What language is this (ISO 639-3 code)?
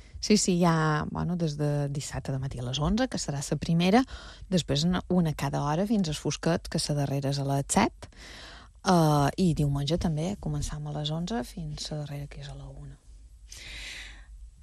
cat